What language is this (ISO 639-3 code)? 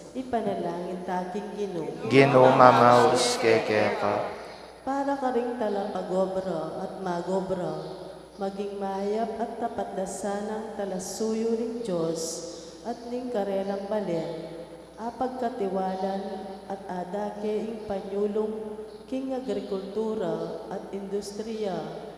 pam